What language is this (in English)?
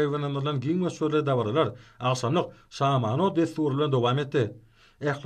Turkmen